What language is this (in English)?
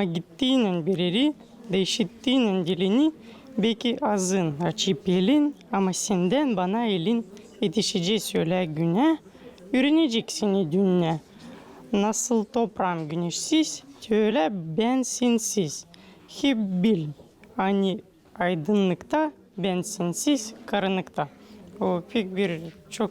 Gagauz